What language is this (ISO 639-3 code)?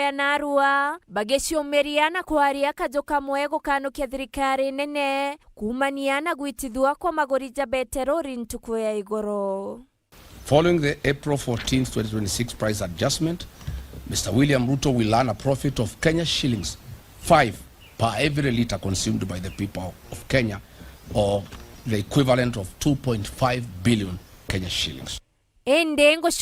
mer